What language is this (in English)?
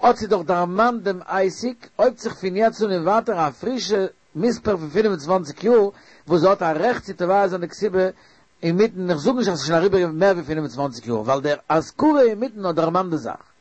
Yiddish